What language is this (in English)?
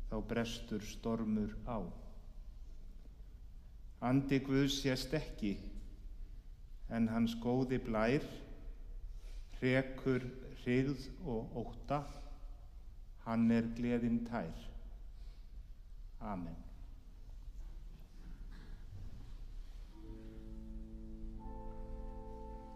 Icelandic